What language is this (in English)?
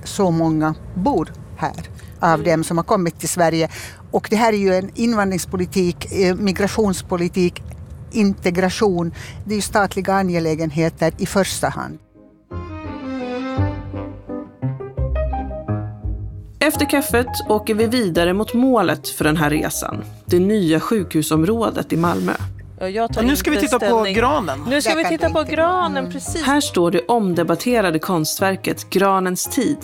Swedish